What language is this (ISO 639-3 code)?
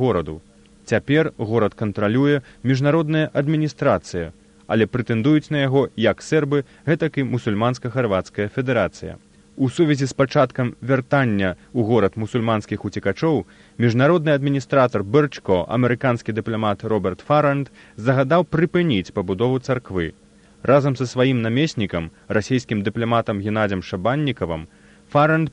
bel